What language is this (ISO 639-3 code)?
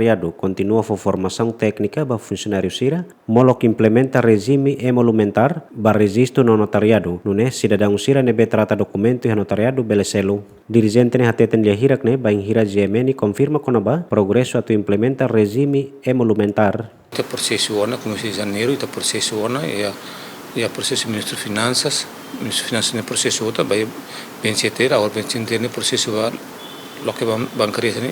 tet